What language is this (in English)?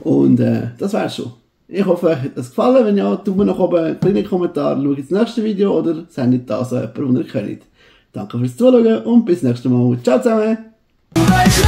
Swiss German